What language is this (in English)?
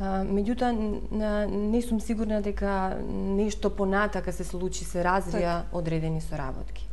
Macedonian